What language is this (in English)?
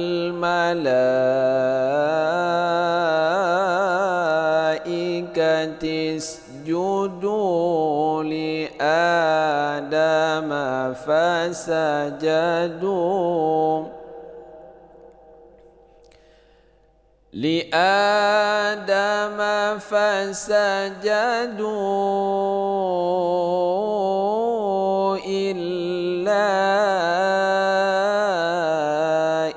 Arabic